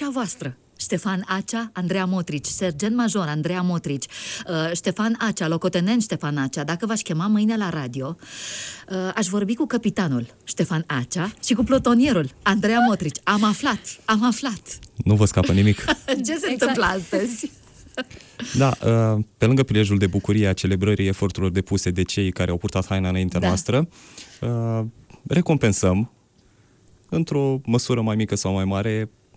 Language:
Romanian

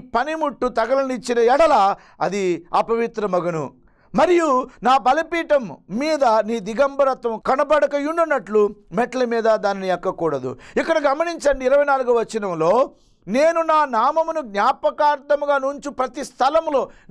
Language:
Telugu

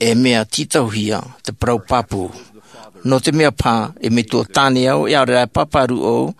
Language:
Tahitian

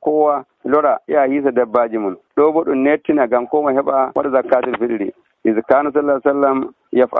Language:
Nigerian Fulfulde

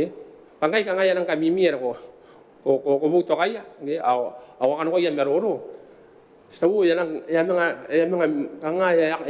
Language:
Gilbertese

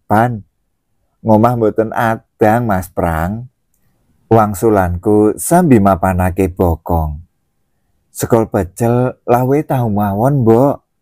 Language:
Javanese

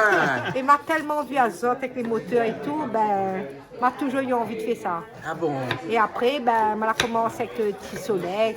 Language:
Réunion Creole French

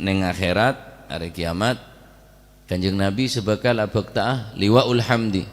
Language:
Madurese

